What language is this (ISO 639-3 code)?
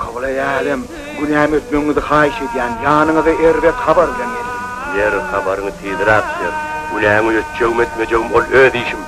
tuk